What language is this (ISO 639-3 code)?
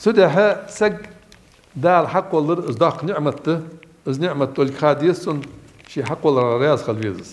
inh